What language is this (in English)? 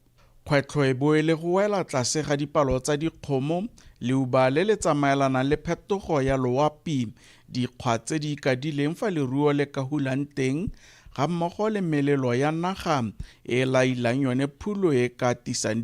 Tswana